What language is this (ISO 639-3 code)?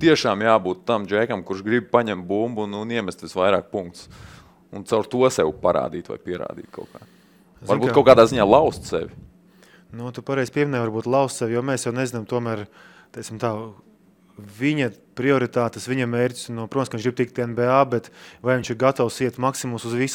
lav